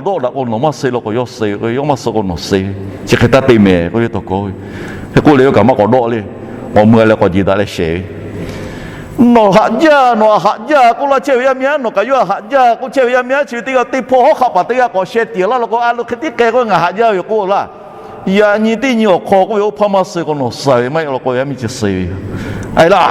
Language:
Lahu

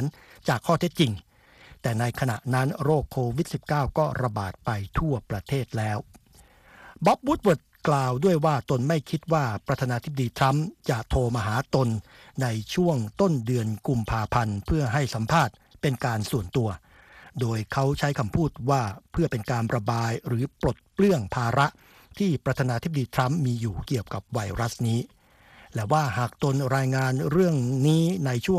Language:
Thai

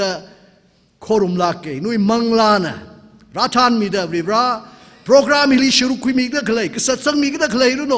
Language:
Tangkhul Naga (India)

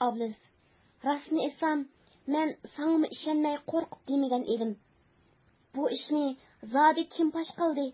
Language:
Uyghur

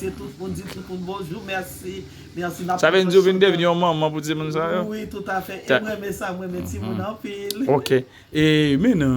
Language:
Haitian Creole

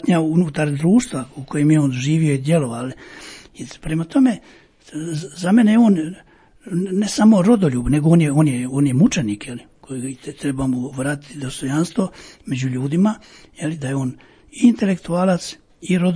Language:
Croatian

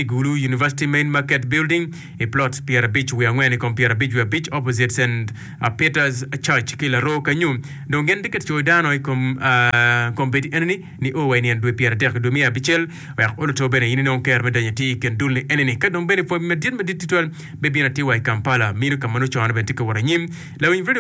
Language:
Acoli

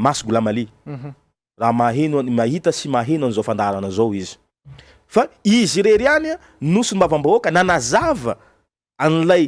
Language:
Malagasy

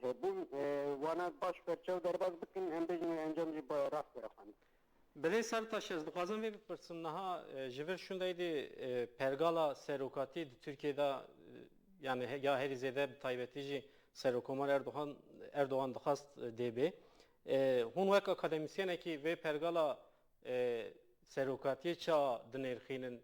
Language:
Kurdish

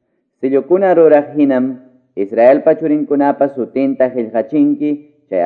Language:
Ayacucho Quechua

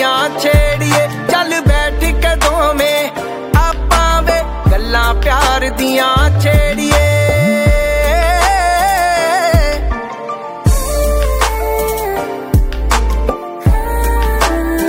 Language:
Punjabi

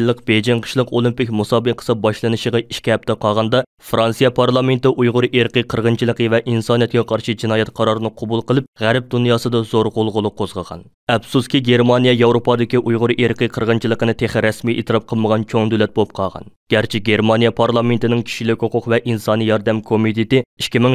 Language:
Uyghur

